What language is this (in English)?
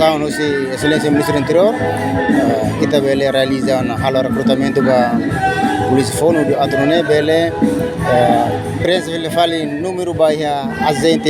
Tetum